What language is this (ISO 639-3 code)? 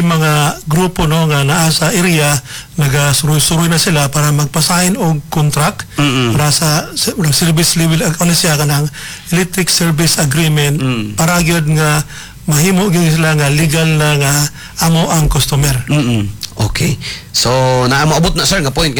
ceb